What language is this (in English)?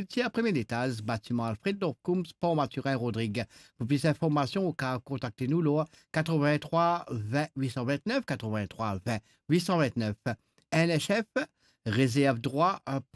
Morisyen